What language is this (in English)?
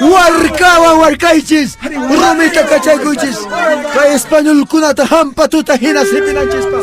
Quechua